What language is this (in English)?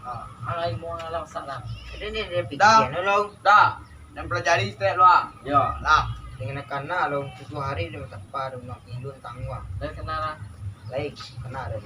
Minangkabau